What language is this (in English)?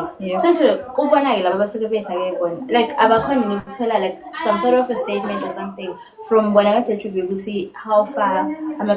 Zulu